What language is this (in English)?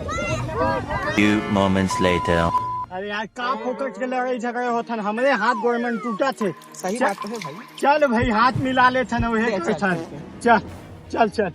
Chhattisgarhi